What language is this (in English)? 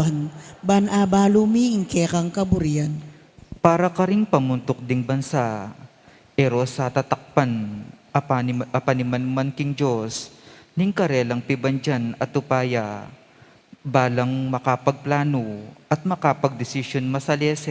Pampanga